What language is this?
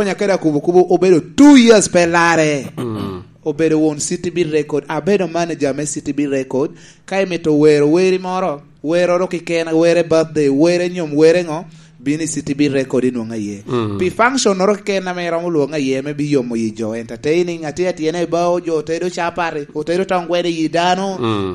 Lango (Uganda)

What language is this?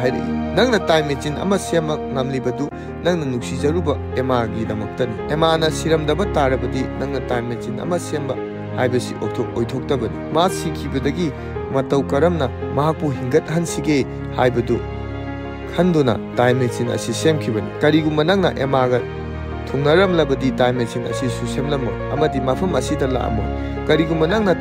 Manipuri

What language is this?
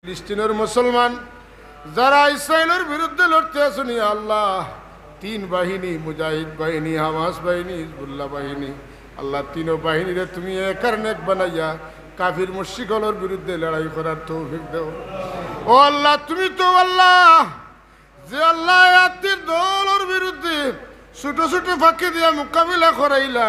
Sylheti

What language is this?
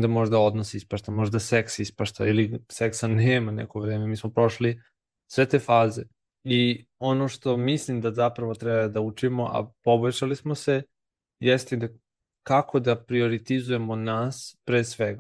Serbian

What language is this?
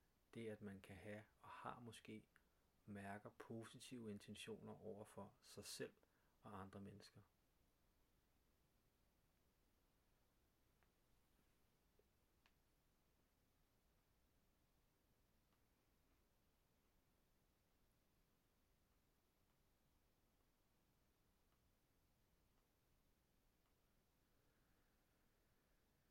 Danish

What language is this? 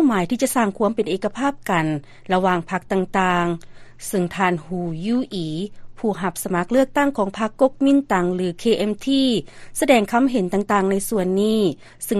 Lao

